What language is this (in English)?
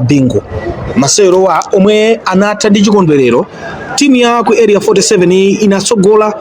Nyanja